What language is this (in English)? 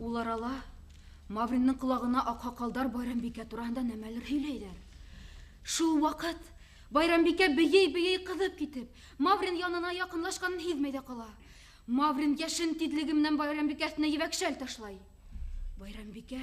Bashkir